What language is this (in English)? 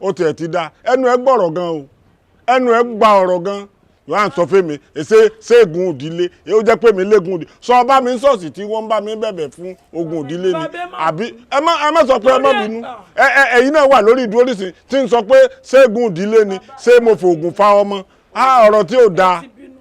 Yoruba